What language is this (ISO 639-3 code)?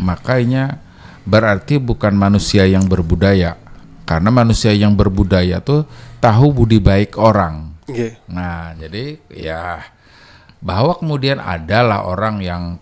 bjn